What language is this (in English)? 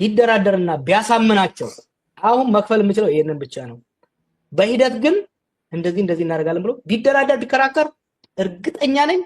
Amharic